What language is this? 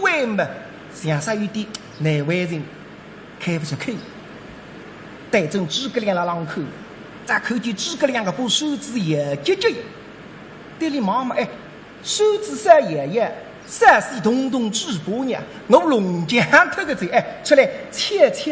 Wu Chinese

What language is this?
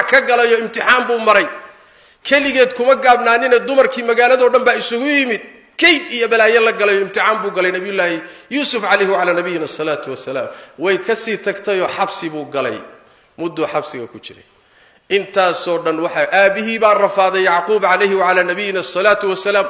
Somali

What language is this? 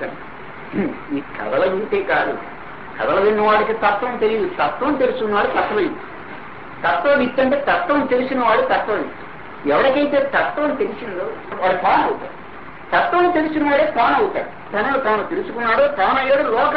Telugu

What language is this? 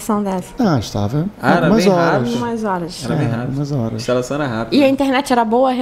Portuguese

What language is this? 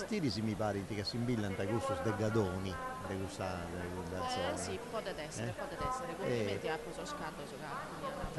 Sardinian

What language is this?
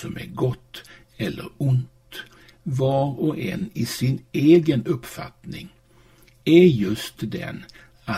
Swedish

